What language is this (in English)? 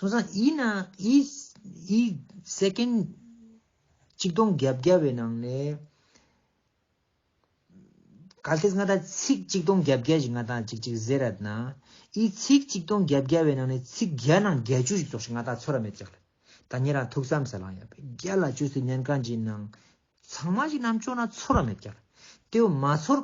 Ladakhi